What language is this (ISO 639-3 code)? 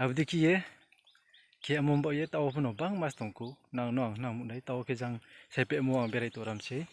ria